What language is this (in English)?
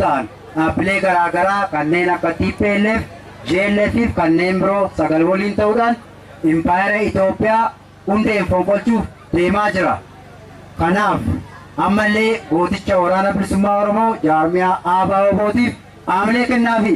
Oromo